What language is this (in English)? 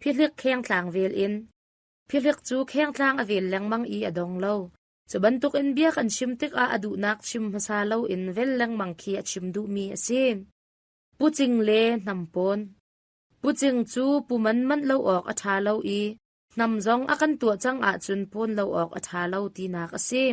Hakha Chin